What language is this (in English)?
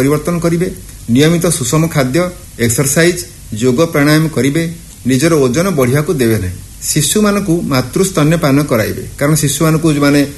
Odia